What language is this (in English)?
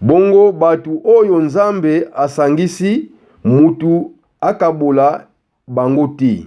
Lingala